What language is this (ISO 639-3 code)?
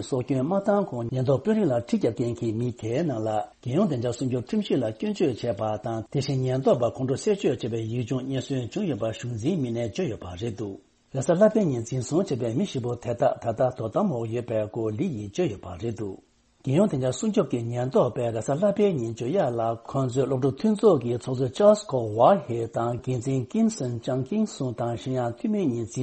bod